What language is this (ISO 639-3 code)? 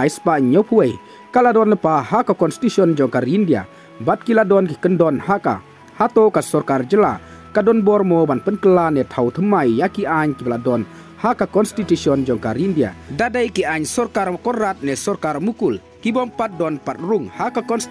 kha